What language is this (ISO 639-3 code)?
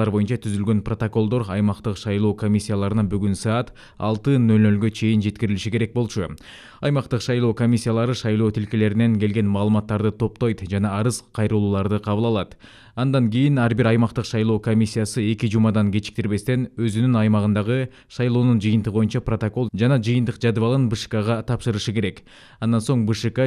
kir